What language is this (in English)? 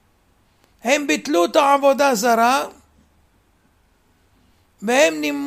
Hebrew